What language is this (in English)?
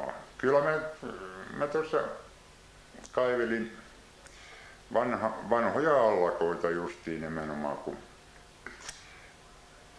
Finnish